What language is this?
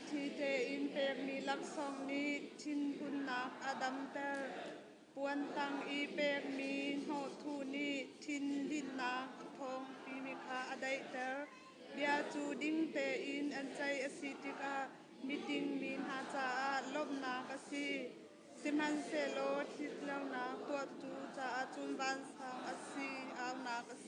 Hakha Chin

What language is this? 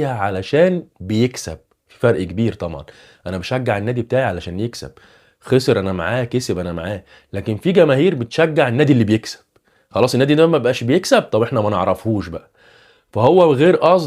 Egyptian Arabic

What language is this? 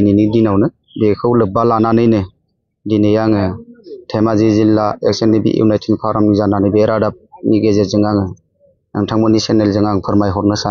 Bodo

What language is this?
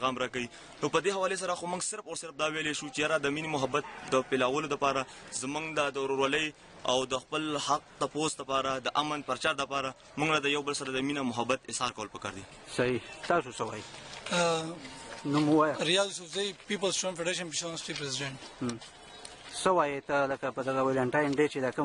Pashto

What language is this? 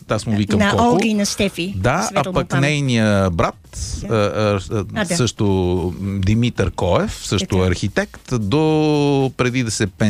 Bulgarian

